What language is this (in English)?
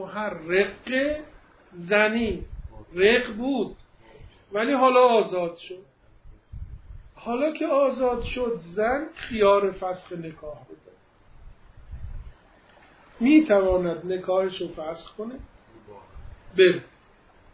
Persian